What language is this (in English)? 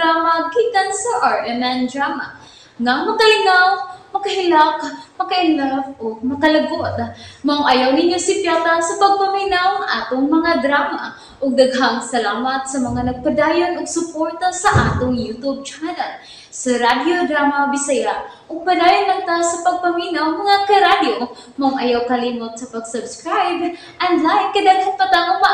Cebuano